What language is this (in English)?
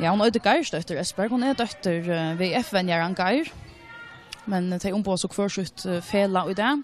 Faroese